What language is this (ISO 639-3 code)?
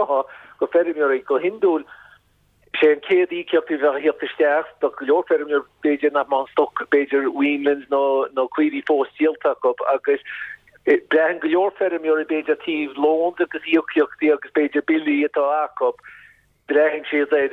gle